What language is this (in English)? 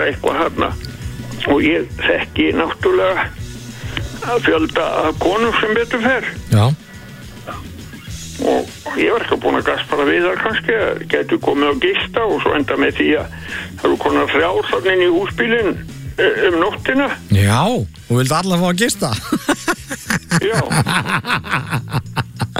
Icelandic